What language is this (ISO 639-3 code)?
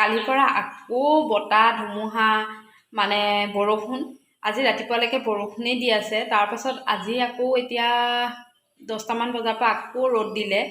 asm